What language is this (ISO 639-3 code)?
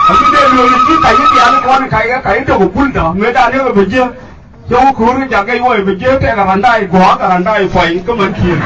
nus